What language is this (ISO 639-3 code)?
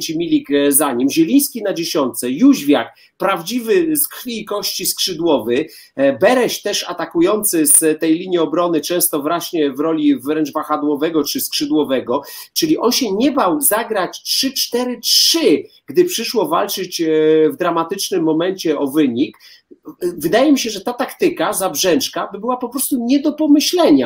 pol